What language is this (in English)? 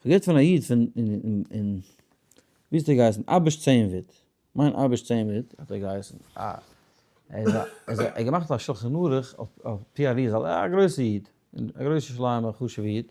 Yiddish